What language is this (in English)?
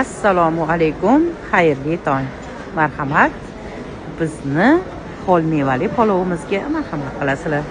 Uzbek